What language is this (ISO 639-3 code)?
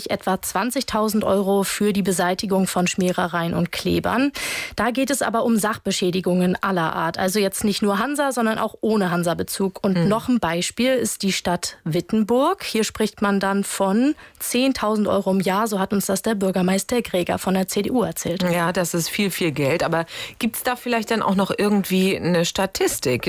deu